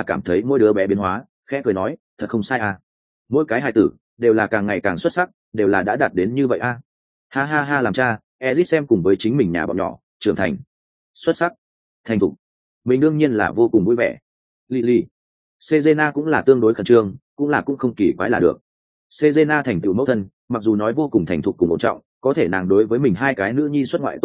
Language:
Vietnamese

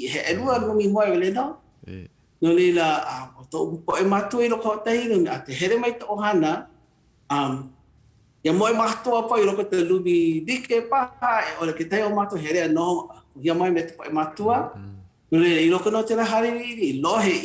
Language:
Hawaiian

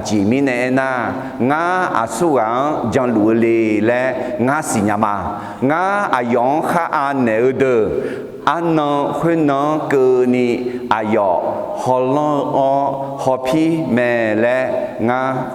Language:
Akha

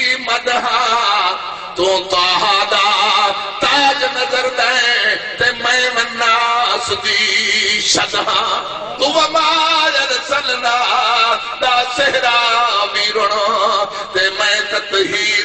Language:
Saraiki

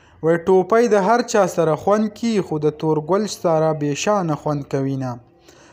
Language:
Pashto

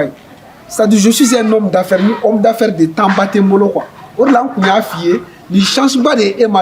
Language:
Bambara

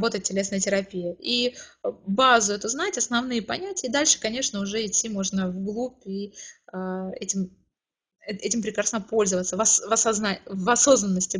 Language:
Russian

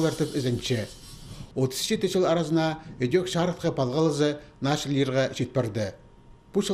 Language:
Khakas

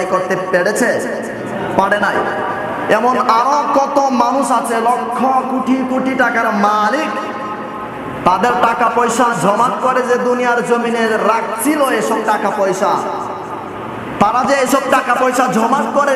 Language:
Bangla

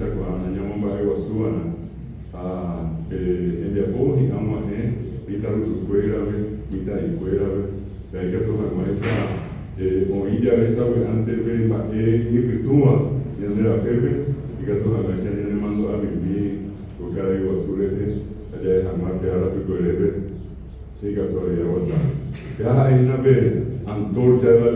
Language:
Guarani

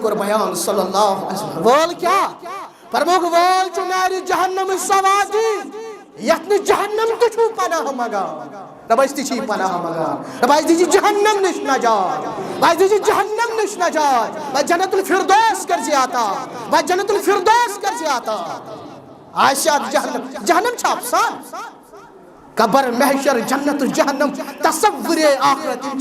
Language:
Kashmiri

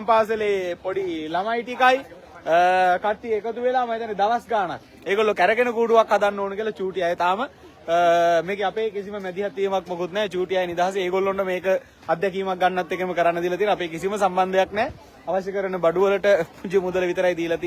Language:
Sinhala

